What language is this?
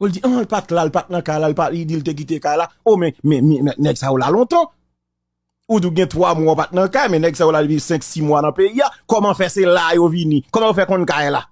Haitian Creole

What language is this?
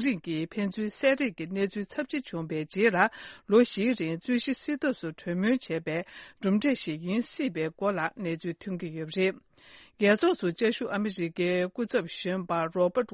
Tibetan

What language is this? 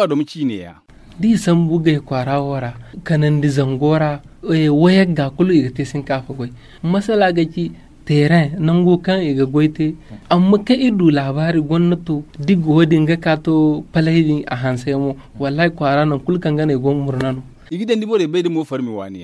Zarma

